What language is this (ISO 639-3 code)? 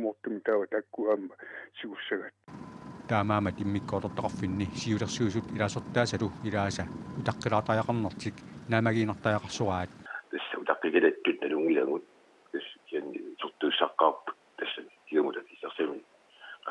kal